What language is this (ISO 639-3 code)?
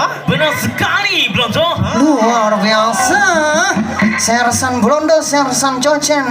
bjn